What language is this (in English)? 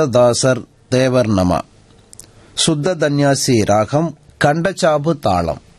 Tamil